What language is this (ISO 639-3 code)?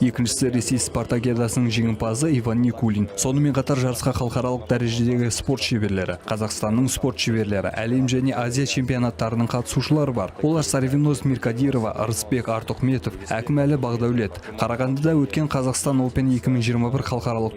kaz